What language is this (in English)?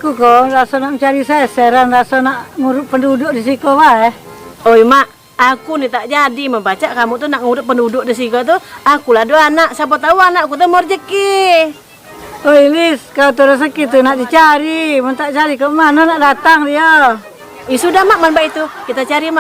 Musi